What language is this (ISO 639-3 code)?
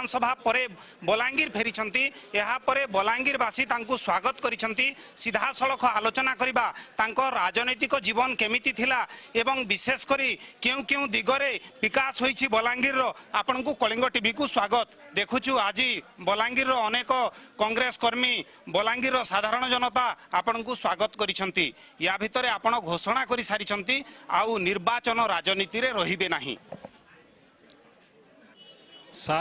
ori